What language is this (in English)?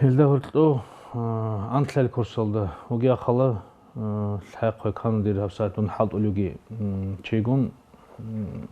Avaric